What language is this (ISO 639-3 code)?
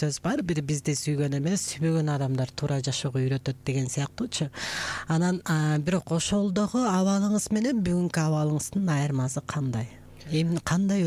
kir